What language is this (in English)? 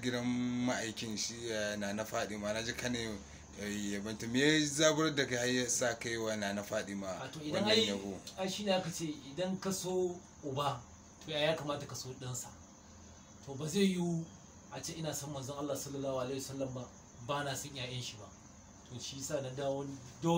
Hausa